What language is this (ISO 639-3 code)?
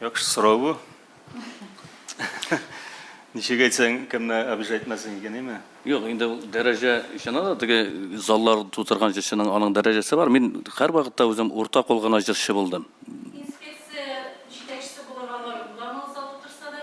tat